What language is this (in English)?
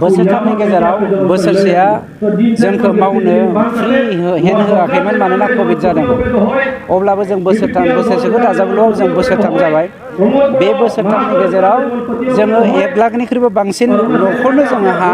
Bodo